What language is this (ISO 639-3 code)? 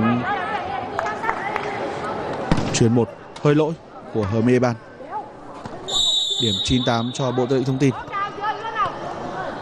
vie